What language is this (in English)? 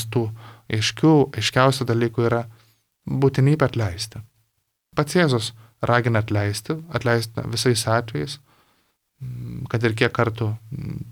Lithuanian